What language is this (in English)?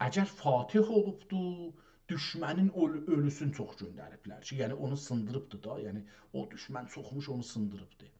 South Azerbaijani